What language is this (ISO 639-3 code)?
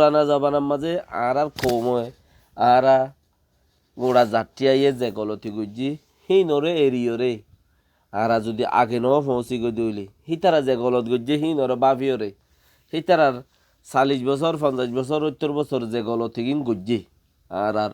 rhg